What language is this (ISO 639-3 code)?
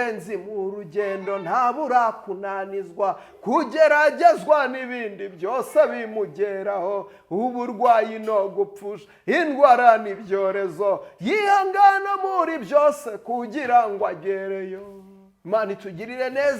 kin